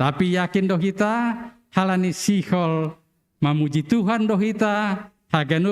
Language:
Batak Simalungun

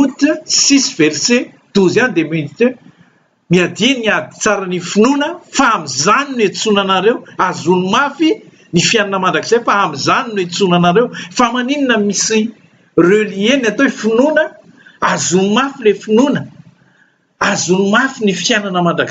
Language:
Malagasy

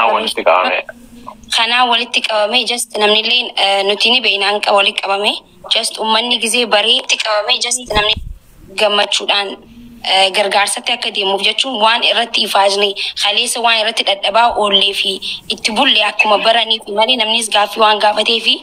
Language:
Oromo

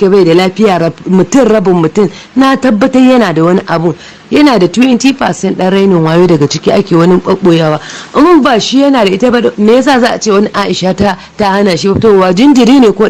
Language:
Hausa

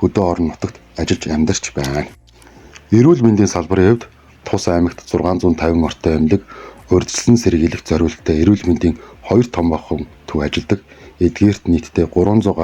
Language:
Mongolian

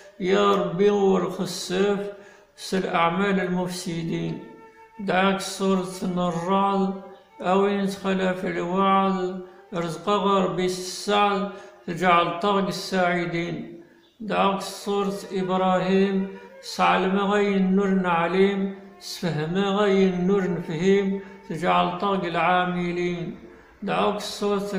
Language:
Kabyle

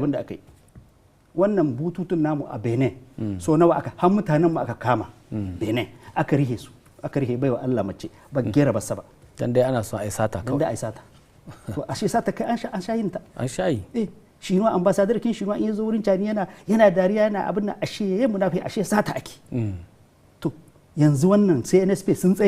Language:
Hausa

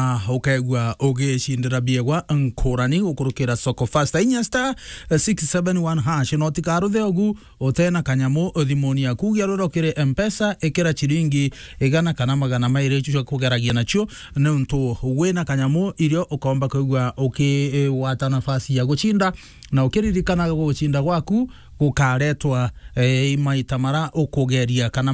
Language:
Meru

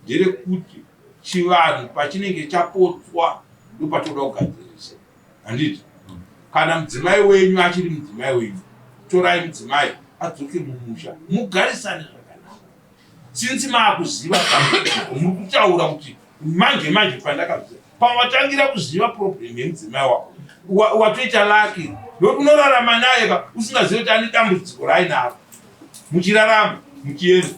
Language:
Shona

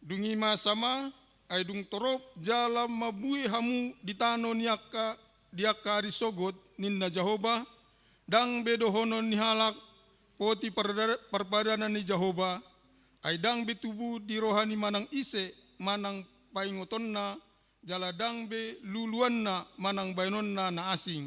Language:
Batak Toba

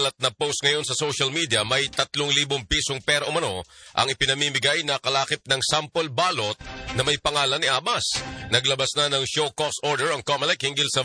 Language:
Filipino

